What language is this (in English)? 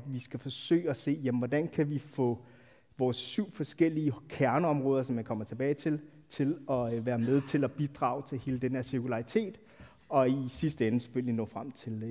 Danish